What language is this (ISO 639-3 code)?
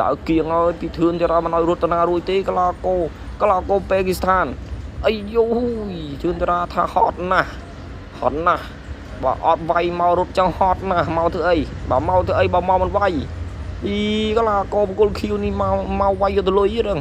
khm